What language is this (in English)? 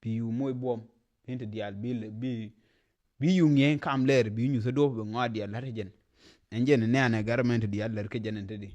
Nuer